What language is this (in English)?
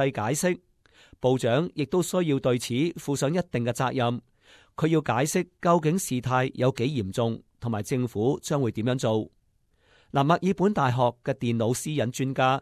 Cantonese